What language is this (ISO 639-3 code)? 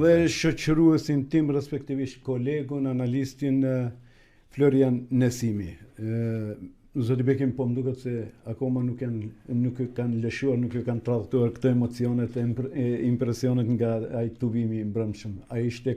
sqi